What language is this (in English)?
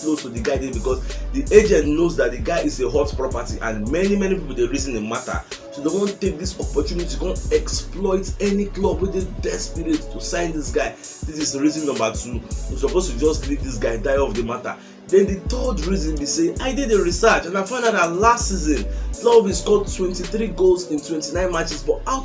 Nigerian Pidgin